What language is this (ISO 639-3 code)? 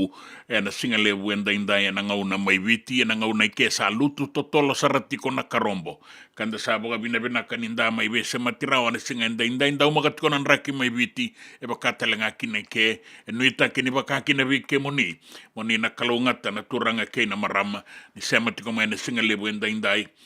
fij